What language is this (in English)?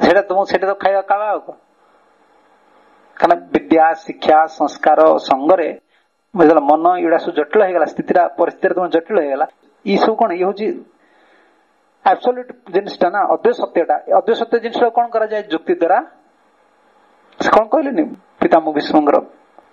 Odia